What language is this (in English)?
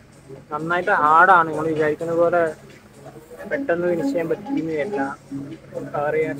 Malayalam